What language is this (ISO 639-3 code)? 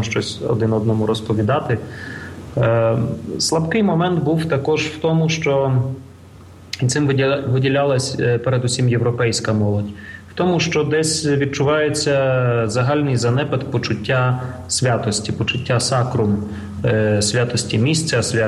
ukr